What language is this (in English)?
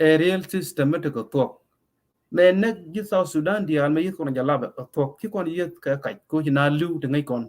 Nuer